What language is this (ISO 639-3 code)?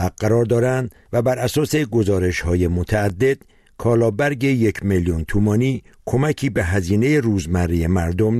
fas